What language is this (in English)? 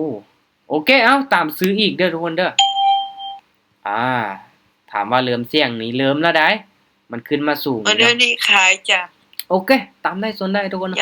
Lao